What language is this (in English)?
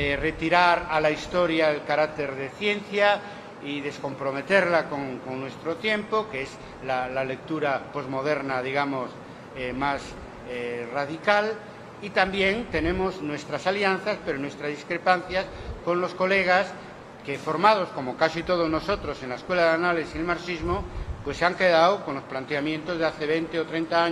Spanish